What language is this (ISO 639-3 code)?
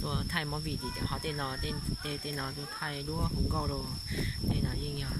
hmn